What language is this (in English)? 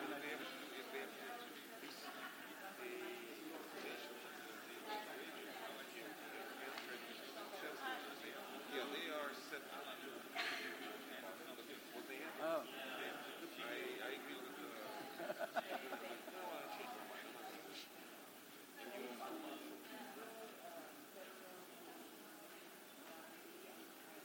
Russian